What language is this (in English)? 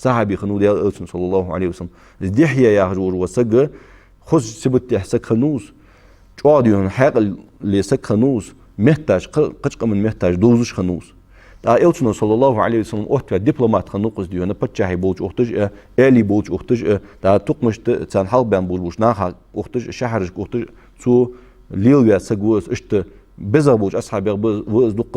Ingush